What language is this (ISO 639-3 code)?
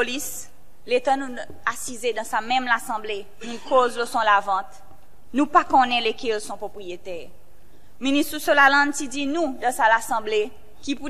crs